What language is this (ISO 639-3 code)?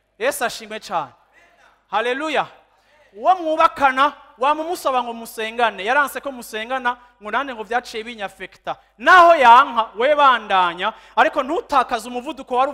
run